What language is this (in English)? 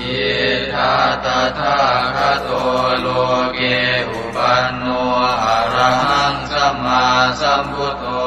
Pali